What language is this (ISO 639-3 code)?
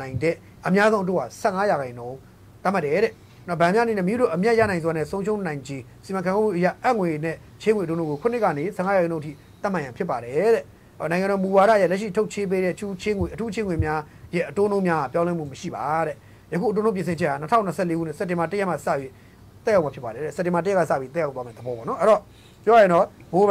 mya